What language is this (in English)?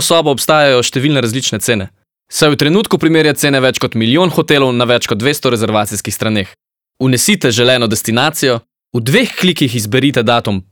Slovenian